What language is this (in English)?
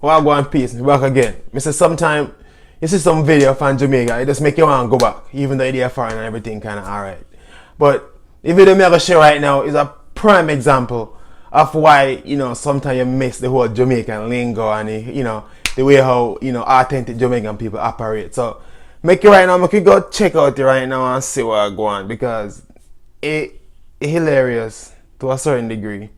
Jamaican Creole English